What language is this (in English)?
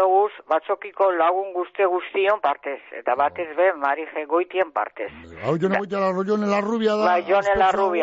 Basque